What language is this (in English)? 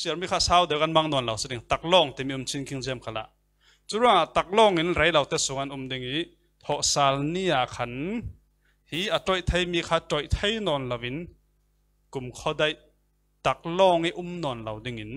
Falam Chin